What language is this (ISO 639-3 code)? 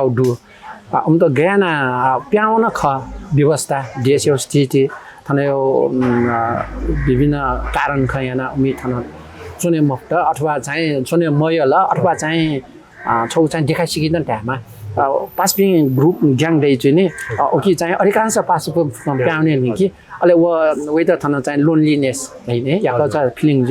new